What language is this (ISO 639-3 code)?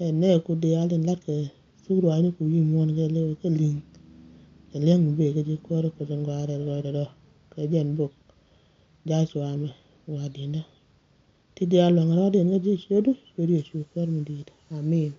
nus